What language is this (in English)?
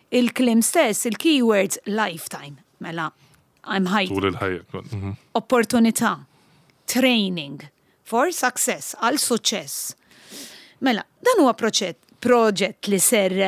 Maltese